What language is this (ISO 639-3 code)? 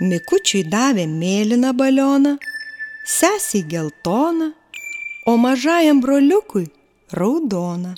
lit